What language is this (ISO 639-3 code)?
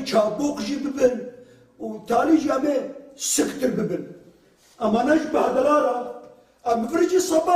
kur